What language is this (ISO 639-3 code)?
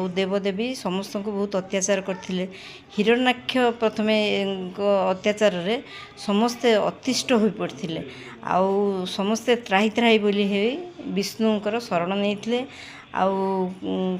ori